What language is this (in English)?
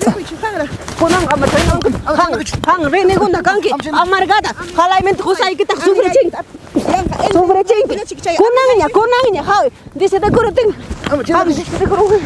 Ayacucho Quechua